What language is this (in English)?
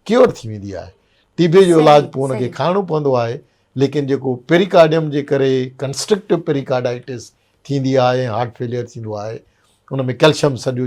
Sindhi